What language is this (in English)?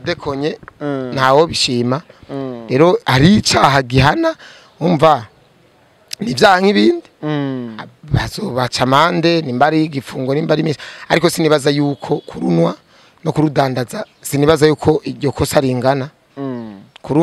Rundi